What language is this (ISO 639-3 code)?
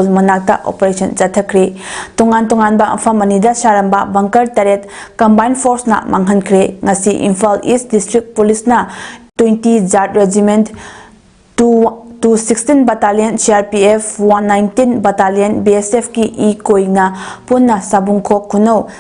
mni